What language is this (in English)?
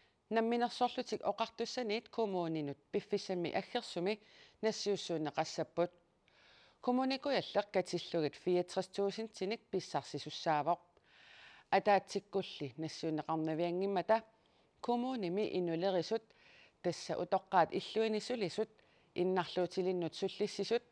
Kalaallisut